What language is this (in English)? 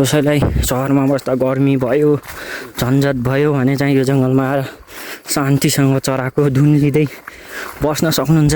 Nepali